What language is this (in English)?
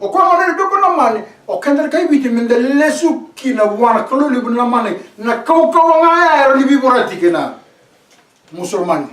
Fijian